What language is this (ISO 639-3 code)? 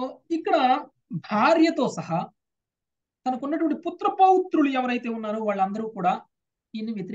tel